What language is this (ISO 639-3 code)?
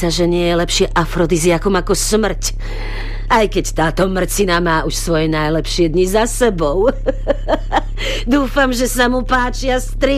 slk